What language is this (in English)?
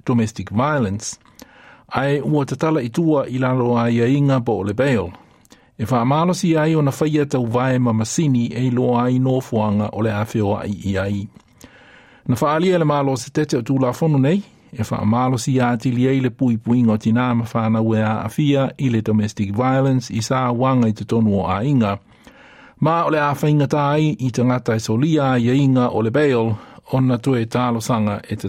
Samoan